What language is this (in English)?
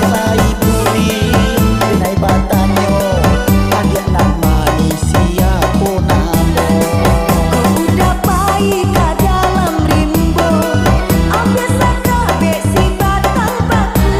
Minangkabau